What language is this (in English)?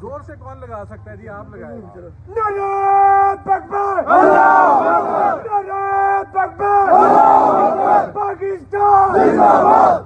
Saraiki